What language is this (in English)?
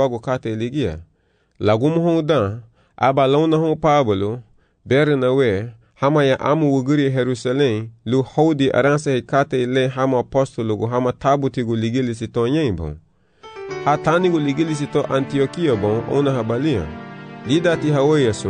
Garifuna